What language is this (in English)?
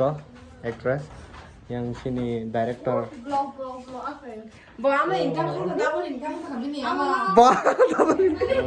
Kok Borok